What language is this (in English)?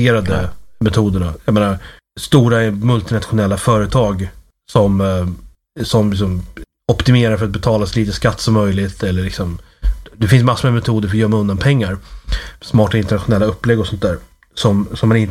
Swedish